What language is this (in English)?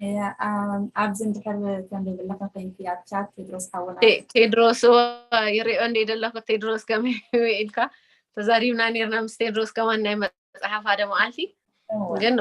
Tigrinya